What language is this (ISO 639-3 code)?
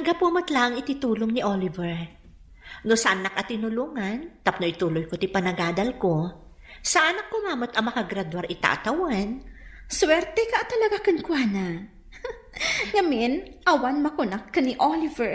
ilo